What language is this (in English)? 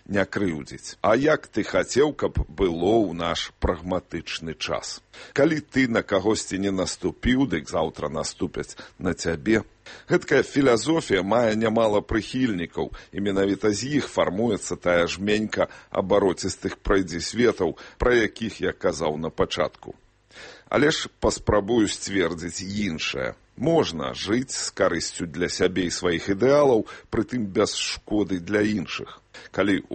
Belarusian